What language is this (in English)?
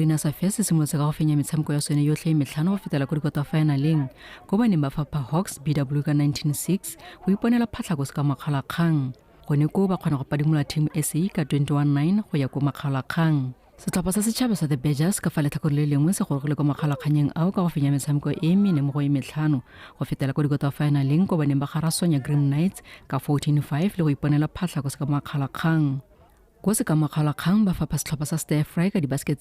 Tswana